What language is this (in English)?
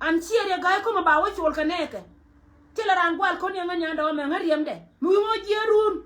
Nuer